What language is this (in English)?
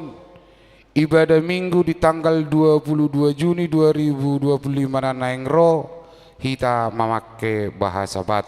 Batak Toba